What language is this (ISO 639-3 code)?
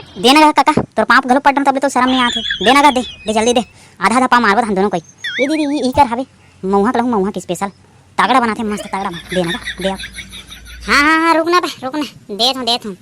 hne